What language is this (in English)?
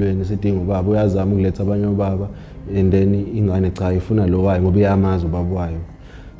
Zulu